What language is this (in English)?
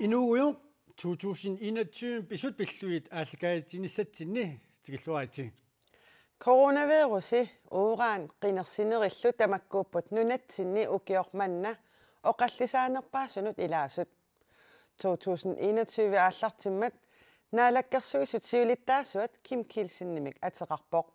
Kalaallisut